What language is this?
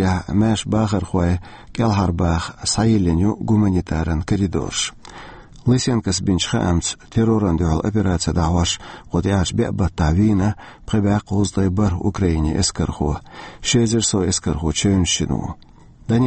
Chechen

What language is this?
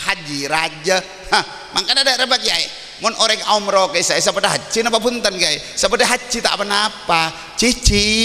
Madurese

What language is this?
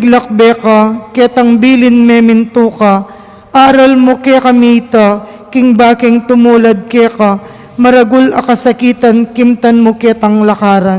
Pampanga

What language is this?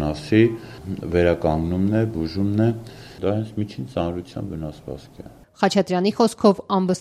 Armenian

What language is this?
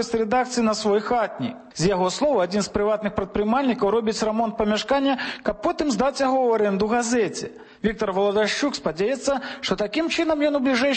Belarusian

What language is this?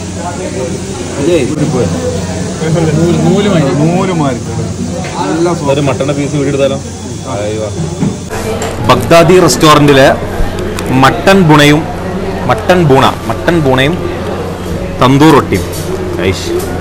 Malayalam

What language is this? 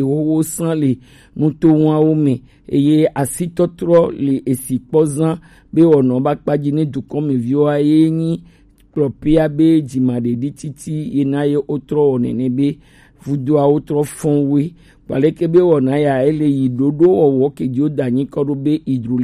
Gen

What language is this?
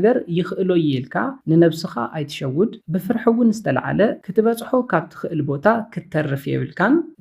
Tigrinya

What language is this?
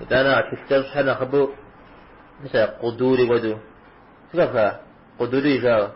Kabardian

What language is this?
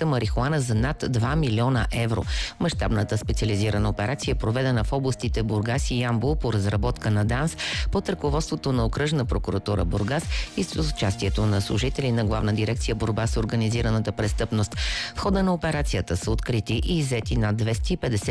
Bulgarian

